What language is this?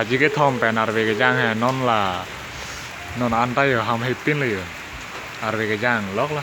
Karbi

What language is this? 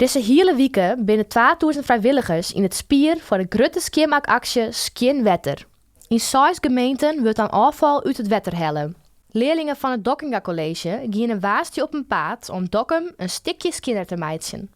Western Frisian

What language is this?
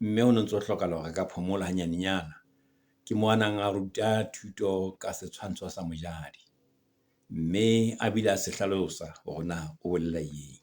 Southern Sotho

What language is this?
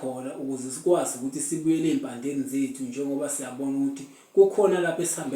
Zulu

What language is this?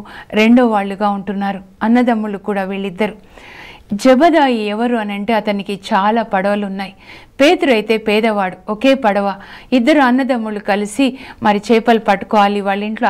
Telugu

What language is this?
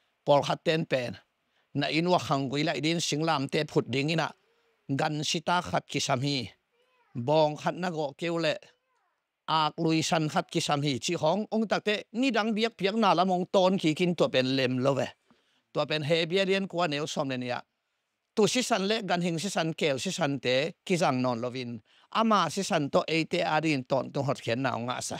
Tedim Chin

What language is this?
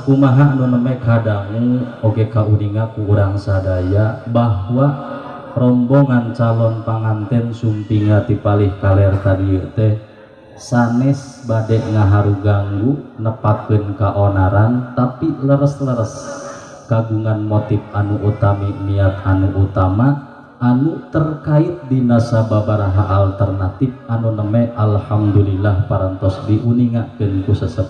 Sundanese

